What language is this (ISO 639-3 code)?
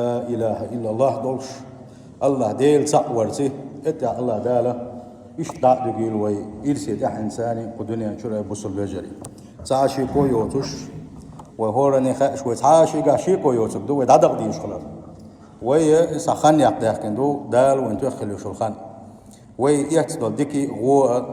che